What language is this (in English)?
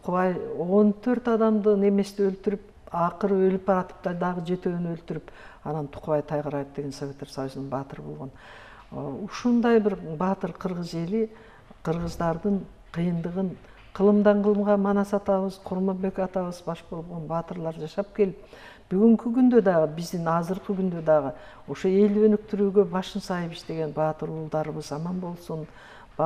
Kyrgyz